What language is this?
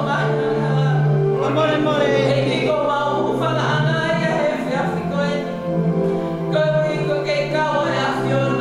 Tongan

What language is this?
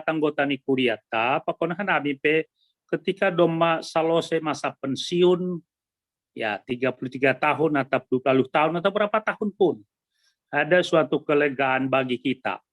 Batak Simalungun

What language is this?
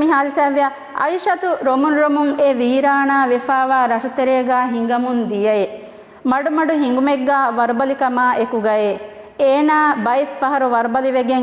Divehi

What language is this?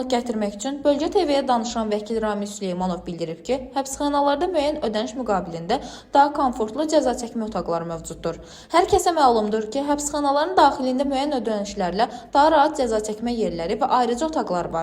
Azerbaijani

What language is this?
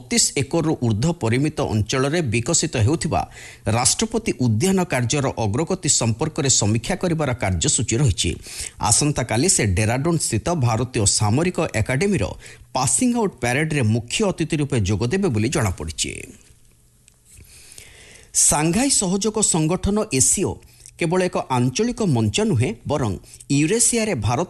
Odia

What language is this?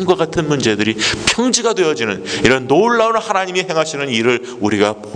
Korean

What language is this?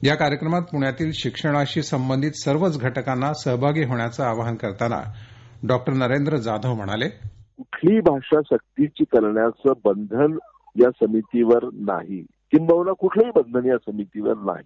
Marathi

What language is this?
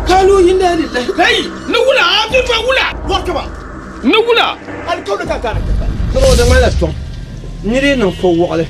Dagbani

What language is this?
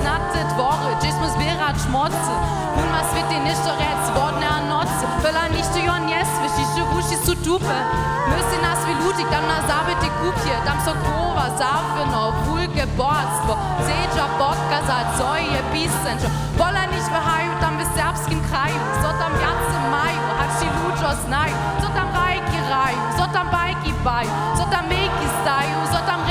Upper Sorbian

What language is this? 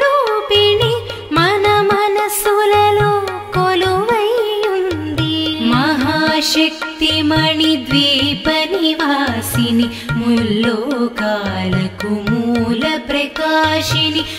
Telugu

